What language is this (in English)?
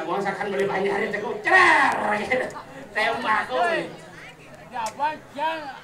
Balinese